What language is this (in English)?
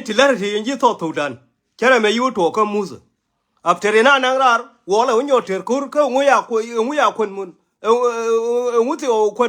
Nuer